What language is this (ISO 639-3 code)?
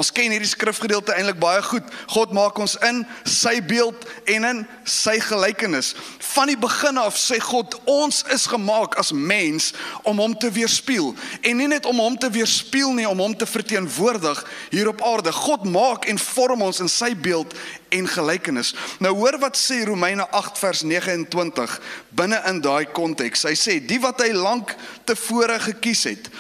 afr